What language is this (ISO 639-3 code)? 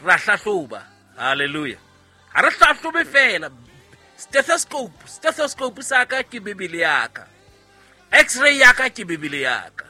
sot